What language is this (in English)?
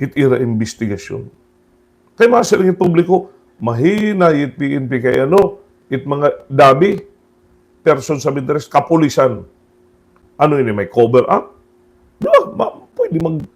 Waray